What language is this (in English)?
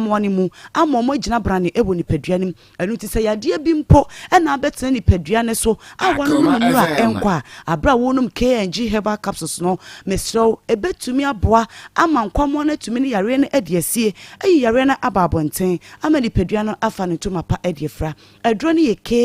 Akan